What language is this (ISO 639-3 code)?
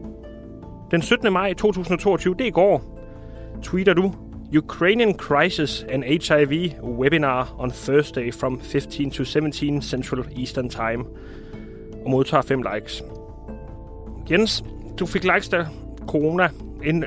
dan